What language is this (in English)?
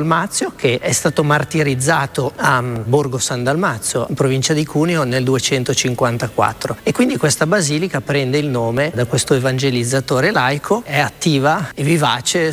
Italian